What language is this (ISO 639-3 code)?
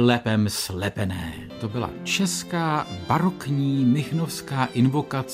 ces